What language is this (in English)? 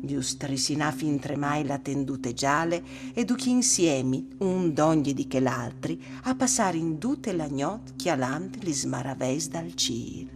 Friulian